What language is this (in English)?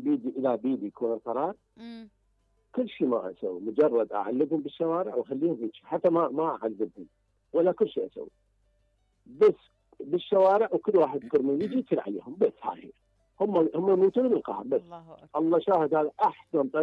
Mesopotamian Arabic